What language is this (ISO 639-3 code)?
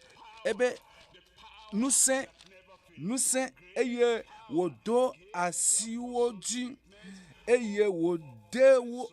ewe